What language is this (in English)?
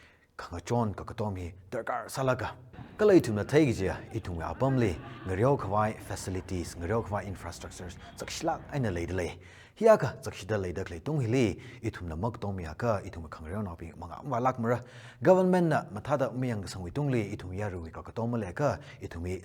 Tangkhul Naga (India)